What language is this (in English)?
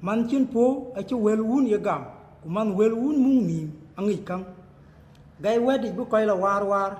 Dinka